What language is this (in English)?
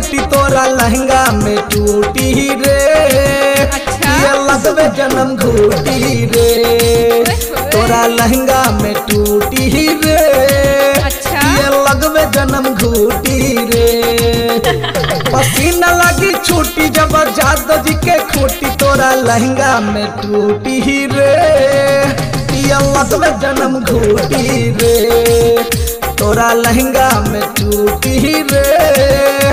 Bhojpuri